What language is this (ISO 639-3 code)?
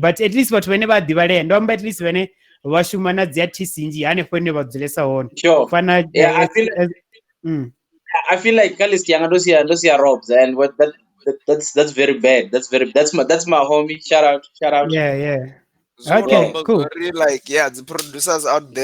ven